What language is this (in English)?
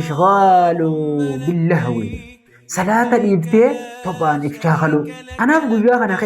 Oromo